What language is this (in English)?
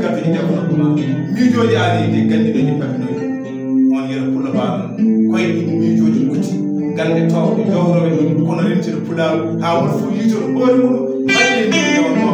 Fula